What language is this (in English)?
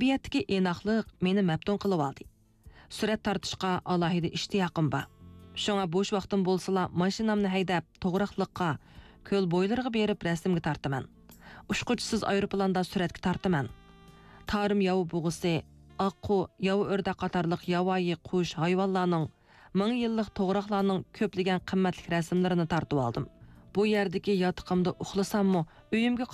Uyghur